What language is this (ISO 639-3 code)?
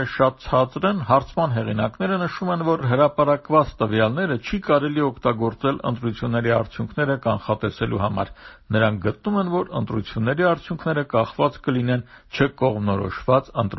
hye